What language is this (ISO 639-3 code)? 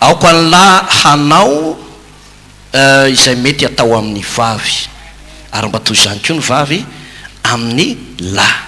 mlg